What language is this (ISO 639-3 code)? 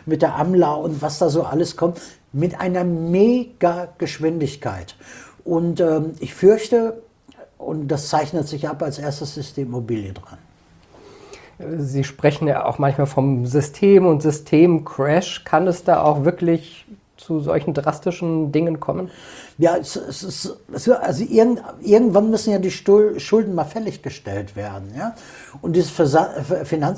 deu